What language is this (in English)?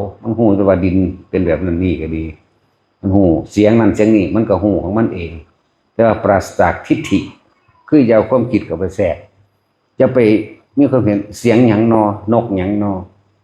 Northeastern Thai